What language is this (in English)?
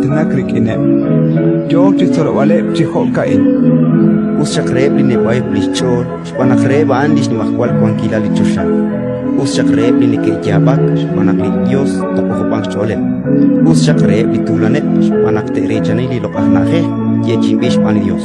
Kekchí